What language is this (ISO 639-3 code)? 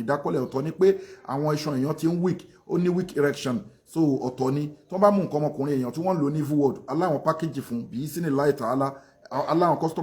yor